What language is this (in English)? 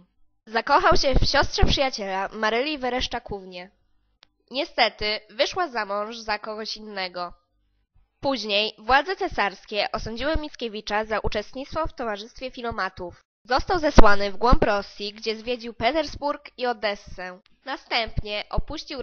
Polish